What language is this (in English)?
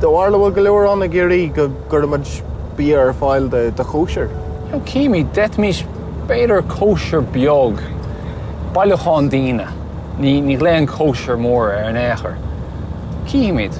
Irish